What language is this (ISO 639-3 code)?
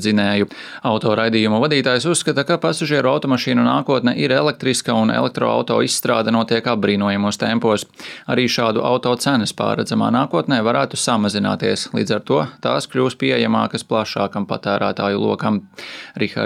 lav